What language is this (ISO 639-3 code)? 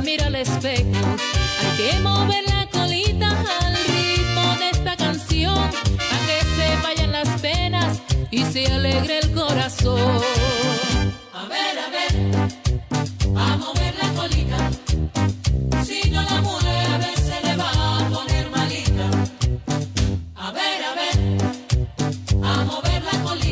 spa